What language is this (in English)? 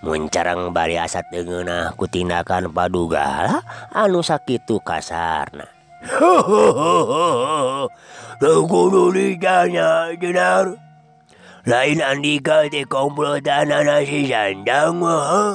Sundanese